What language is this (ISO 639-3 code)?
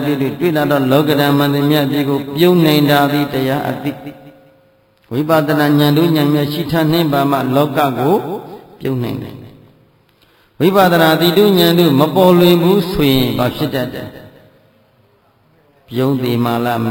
mya